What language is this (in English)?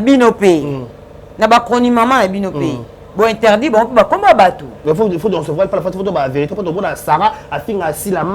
Lingala